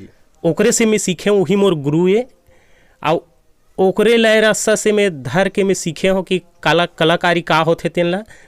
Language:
Chhattisgarhi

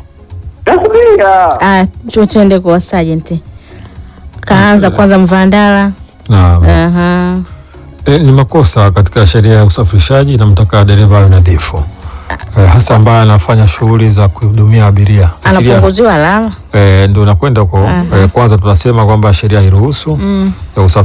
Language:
Swahili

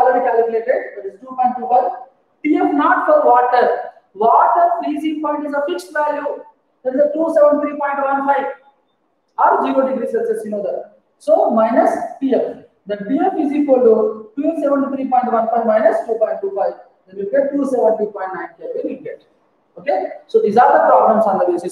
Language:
English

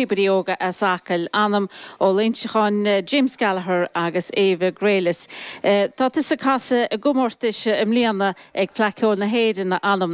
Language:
Irish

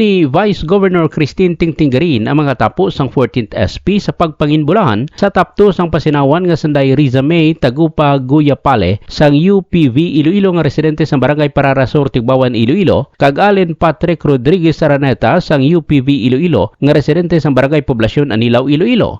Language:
Hiligaynon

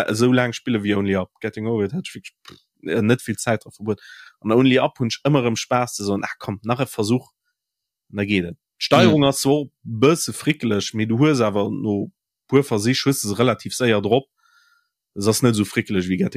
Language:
Luxembourgish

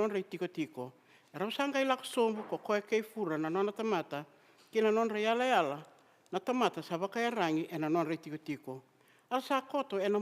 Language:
Fijian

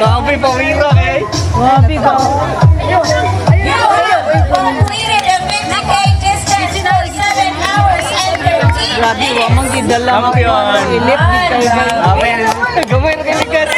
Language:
Cebuano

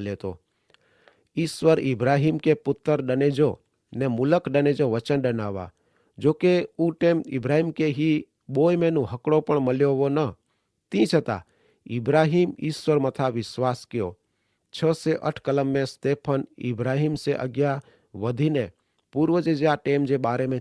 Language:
Kachhi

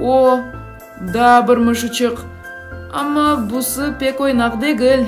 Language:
Crimean Tatar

